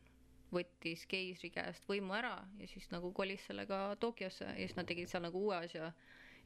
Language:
Estonian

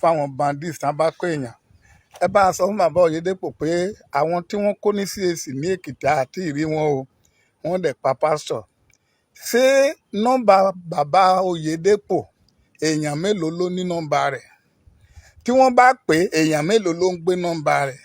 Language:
Yoruba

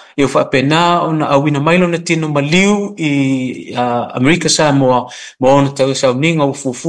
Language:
Samoan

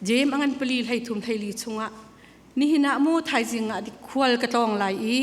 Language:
Hakha Chin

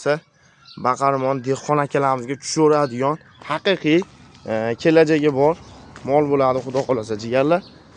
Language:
Uzbek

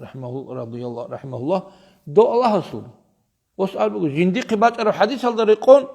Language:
Avaric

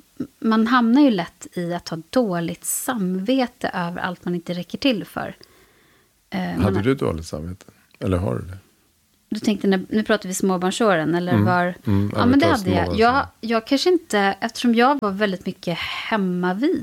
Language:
Swedish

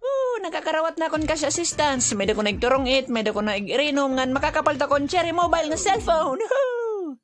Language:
Waray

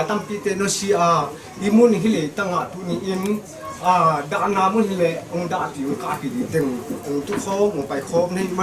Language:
Tedim Chin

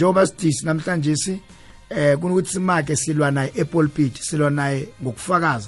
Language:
South Ndebele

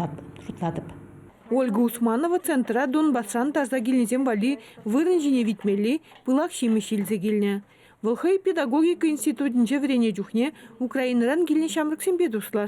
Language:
Chuvash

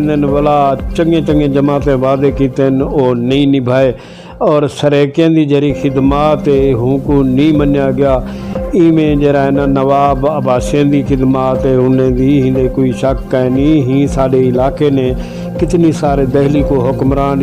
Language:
Saraiki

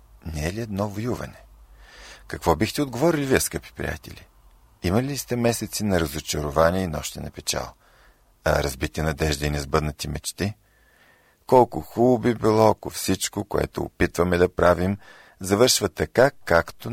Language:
Bulgarian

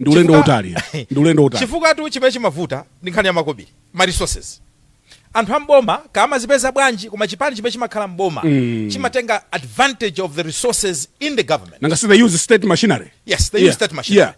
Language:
Nyanja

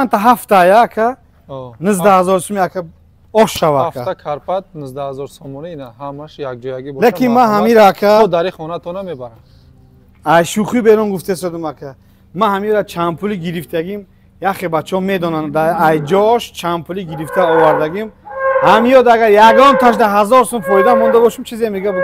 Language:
Tajik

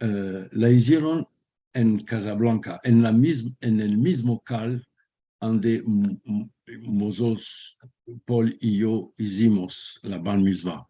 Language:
Ladino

